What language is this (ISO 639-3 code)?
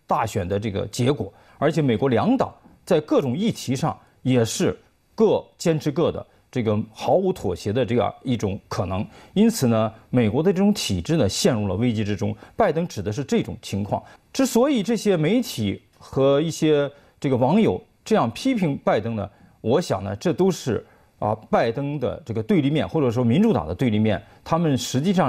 zho